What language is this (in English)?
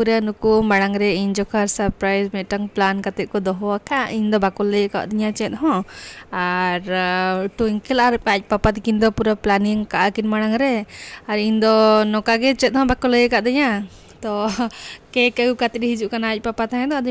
Santali